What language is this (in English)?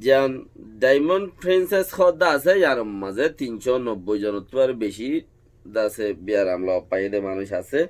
Rohingya